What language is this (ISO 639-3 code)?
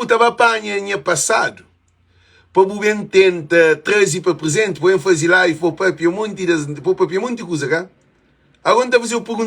kea